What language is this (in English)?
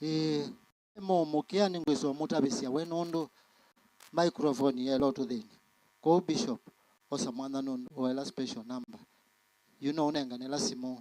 Kamba